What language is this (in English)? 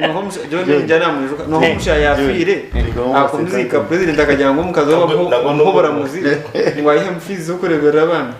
Nyankole